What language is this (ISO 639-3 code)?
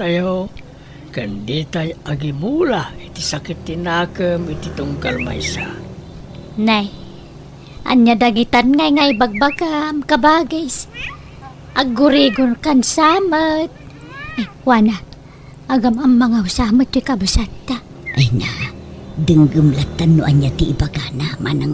ilo